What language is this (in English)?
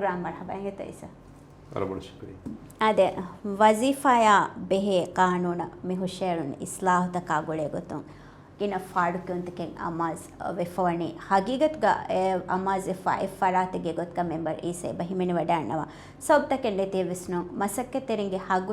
Divehi